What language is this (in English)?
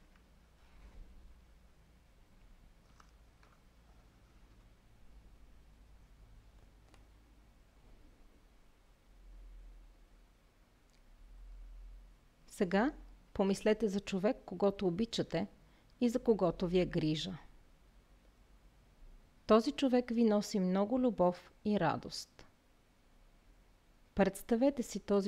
Bulgarian